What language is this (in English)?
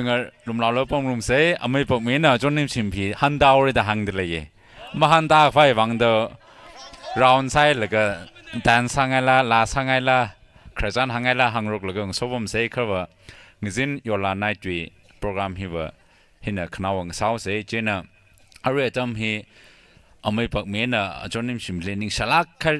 Tangkhul Naga (India)